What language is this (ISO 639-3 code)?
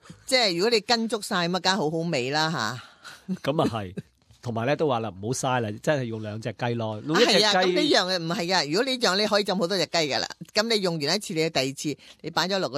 yue